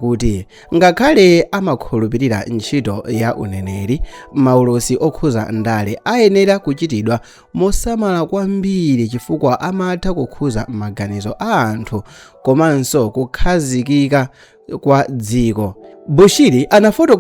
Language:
Nyanja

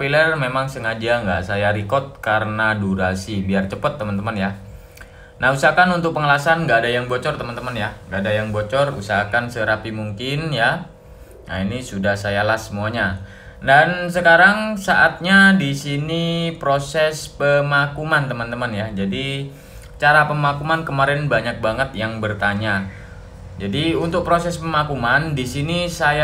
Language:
Indonesian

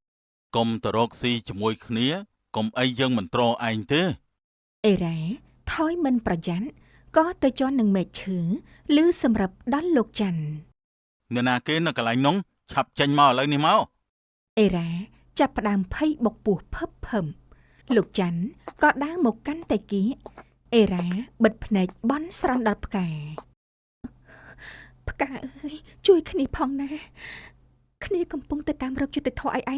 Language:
Khmer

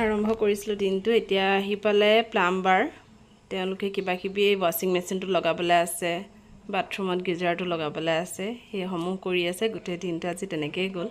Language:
Assamese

